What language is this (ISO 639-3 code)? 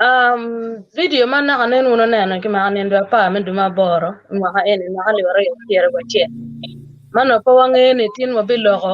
ach